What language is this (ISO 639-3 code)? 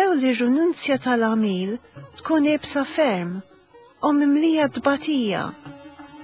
mlt